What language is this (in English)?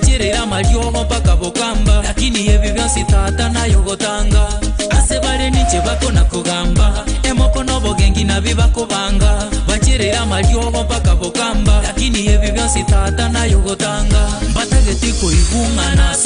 Gusii